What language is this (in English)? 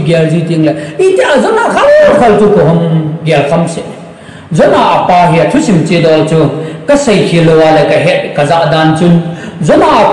Thado Chin